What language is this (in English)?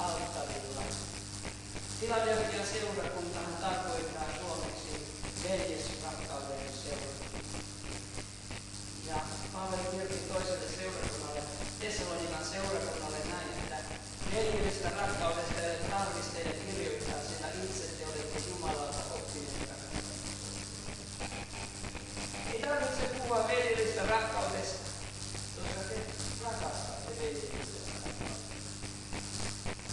Finnish